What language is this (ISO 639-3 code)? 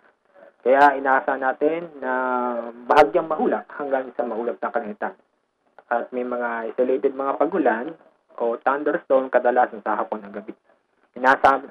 fil